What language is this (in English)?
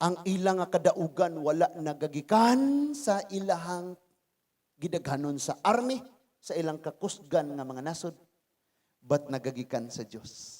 Cebuano